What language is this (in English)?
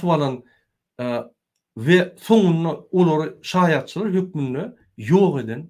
Turkmen